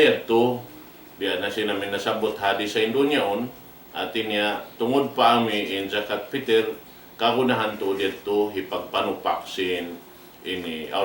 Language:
Tausug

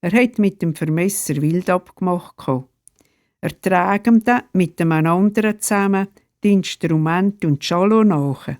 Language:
Swiss German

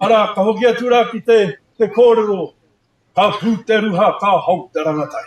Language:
Māori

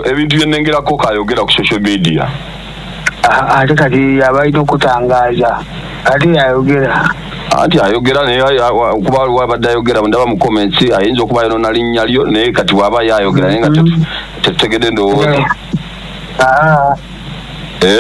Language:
Ganda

